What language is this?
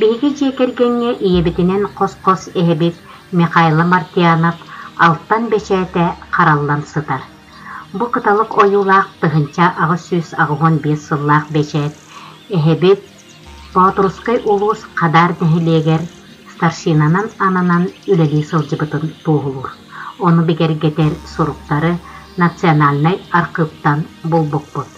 Yakut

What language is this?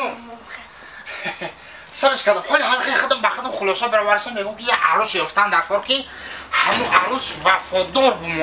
Tajik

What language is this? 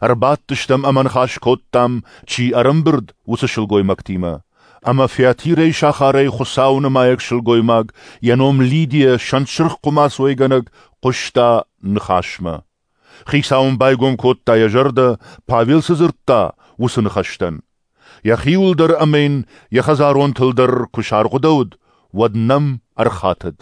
Ossetic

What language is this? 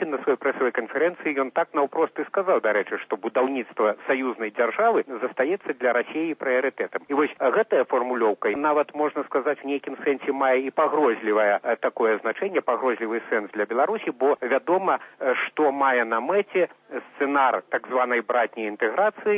Belarusian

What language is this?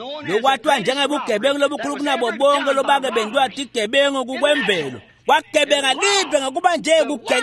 Swati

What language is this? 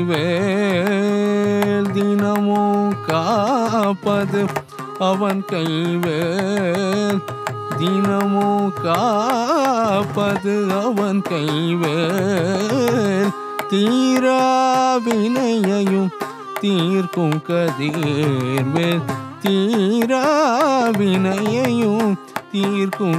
Tamil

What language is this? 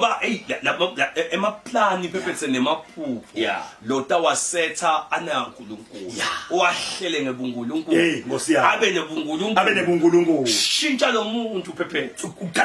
Zulu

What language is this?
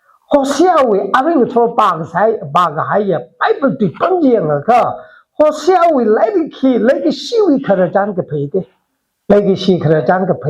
Tangkhul Naga (India)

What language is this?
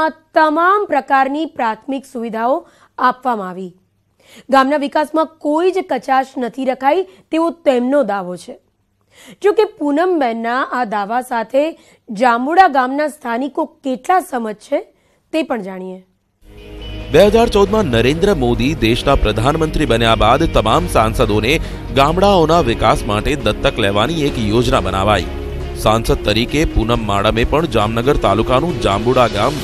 Gujarati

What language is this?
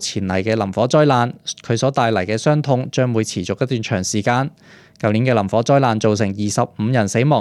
Cantonese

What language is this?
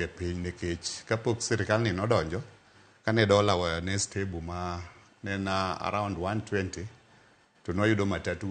Luo (Kenya and Tanzania)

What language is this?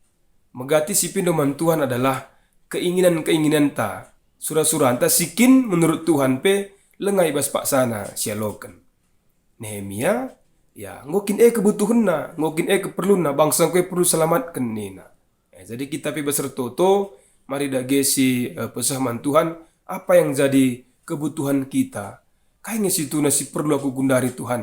Batak Karo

